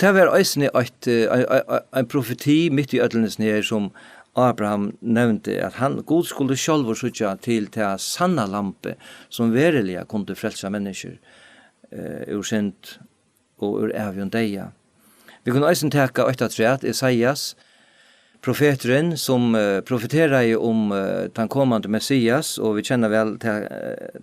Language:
Faroese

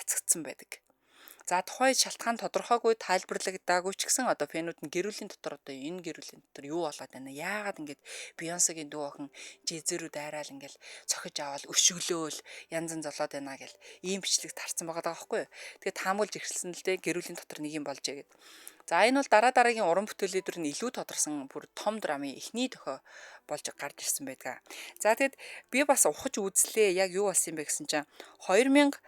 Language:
Mongolian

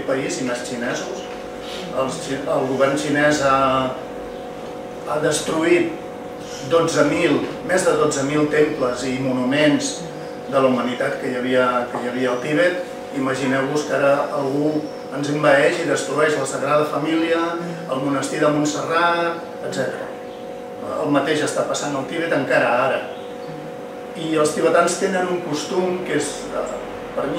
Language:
Catalan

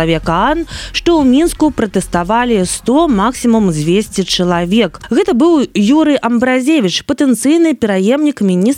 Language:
Belarusian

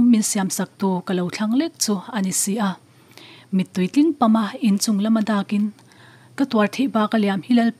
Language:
Mizo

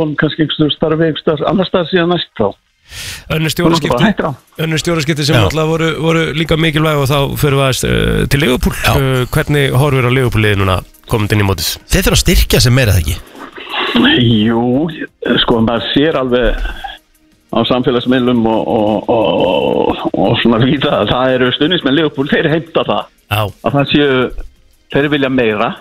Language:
Icelandic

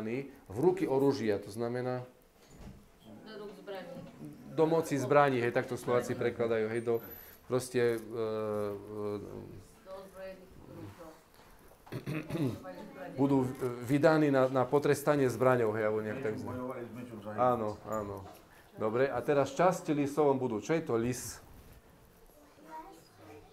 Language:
Slovak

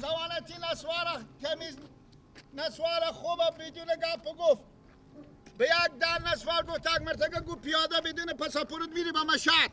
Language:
Persian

